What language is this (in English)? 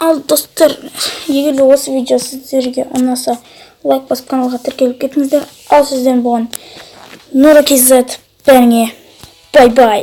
Kazakh